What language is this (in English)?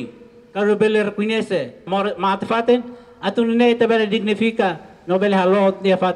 Tetum